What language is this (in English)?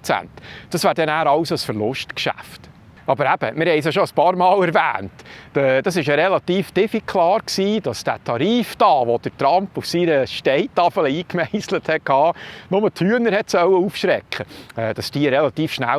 Swiss German